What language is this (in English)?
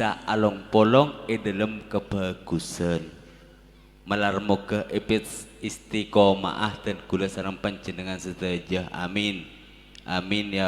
Madurese